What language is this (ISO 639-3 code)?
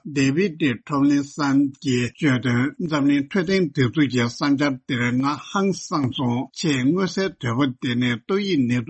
bod